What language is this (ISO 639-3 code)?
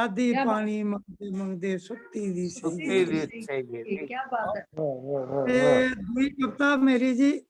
doi